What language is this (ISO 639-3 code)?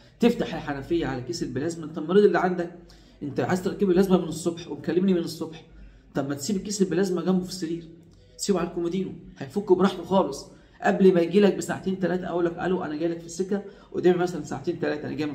arz